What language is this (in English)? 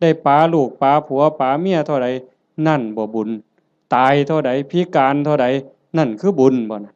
Northeastern Thai